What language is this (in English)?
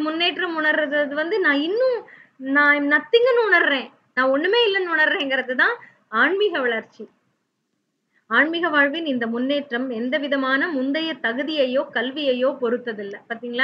Tamil